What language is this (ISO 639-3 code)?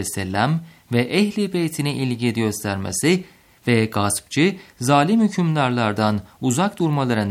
tur